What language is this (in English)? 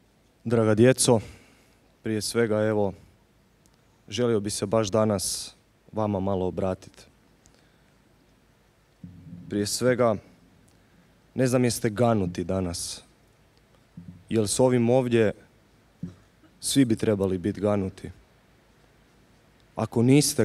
Croatian